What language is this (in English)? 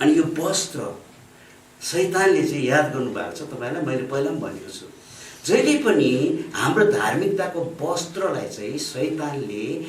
Nepali